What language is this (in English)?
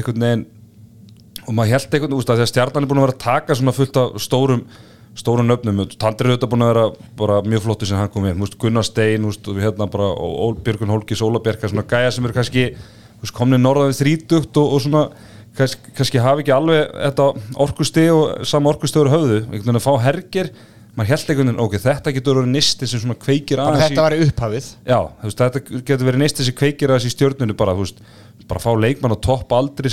Icelandic